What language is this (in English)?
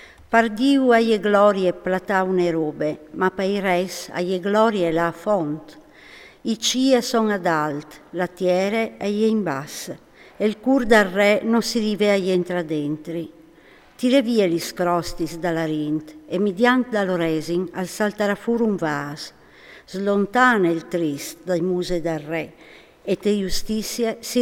Friulian